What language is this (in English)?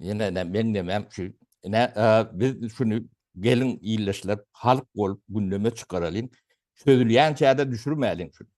Turkmen